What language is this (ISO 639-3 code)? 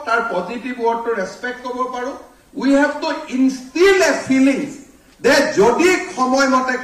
asm